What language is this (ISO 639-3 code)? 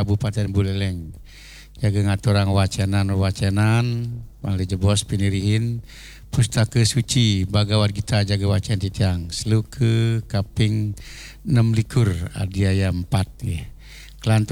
ban